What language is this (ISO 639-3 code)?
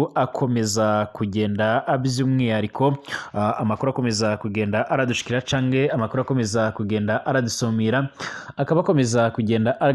run